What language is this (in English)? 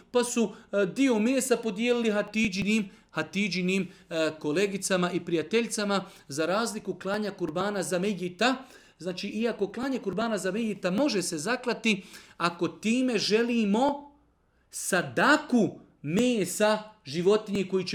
Bosnian